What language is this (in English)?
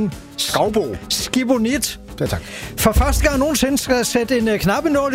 Danish